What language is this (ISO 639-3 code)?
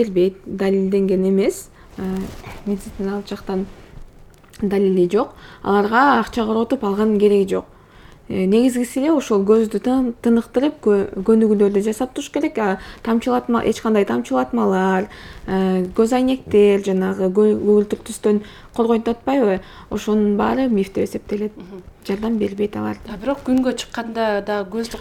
kir